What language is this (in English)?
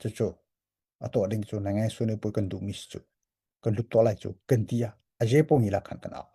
Hakha Chin